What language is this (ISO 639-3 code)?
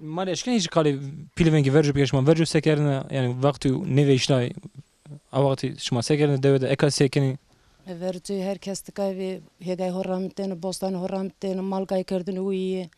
zza